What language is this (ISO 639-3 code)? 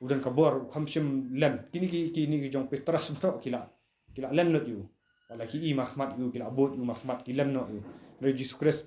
kha